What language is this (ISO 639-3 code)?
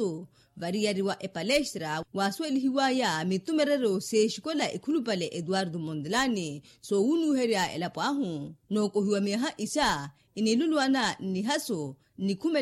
vmw